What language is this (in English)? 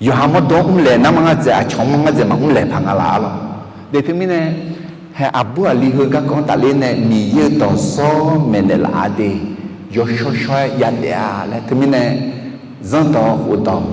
Akha